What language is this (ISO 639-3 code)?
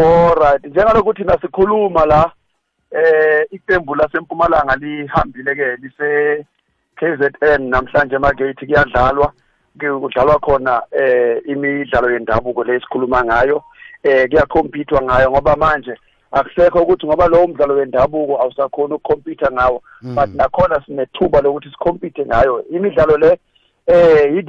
nbl